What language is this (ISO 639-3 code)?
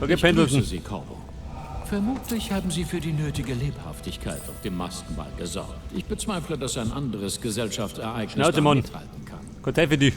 bar